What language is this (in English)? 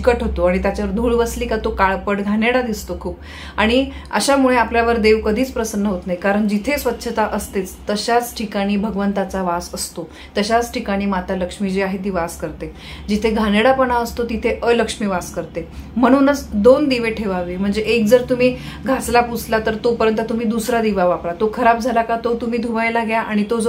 Marathi